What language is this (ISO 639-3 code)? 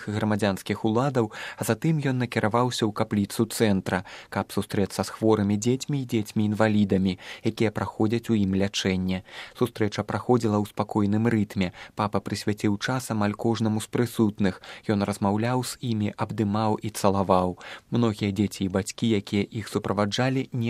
bel